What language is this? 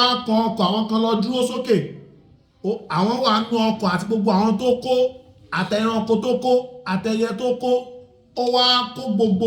Yoruba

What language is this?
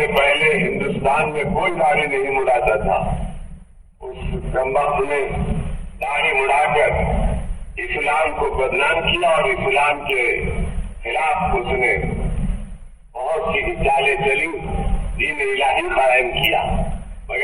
Urdu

